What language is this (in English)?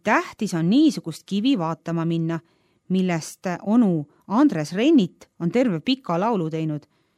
Estonian